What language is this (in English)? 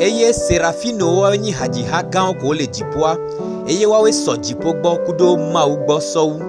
Gen